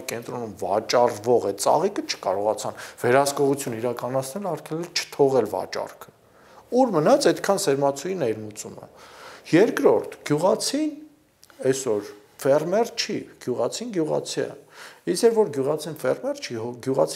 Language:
Armenian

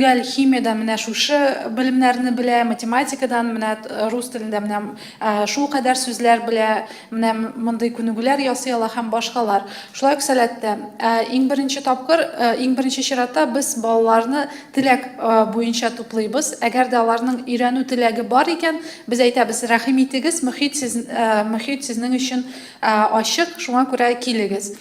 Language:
Tatar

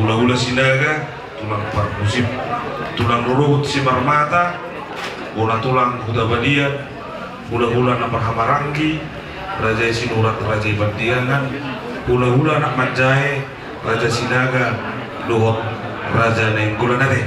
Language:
Batak Toba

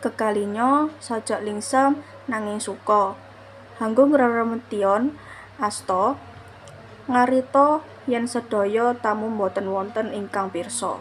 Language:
Javanese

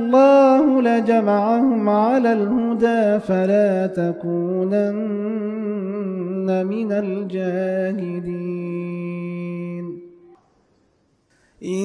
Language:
Arabic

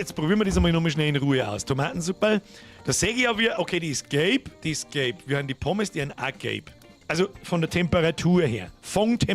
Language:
Bavarian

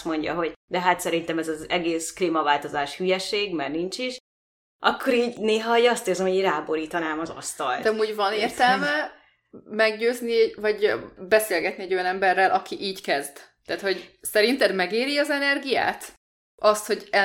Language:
Hungarian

